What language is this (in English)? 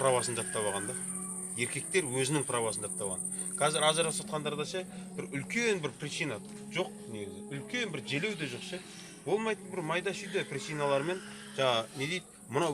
Kazakh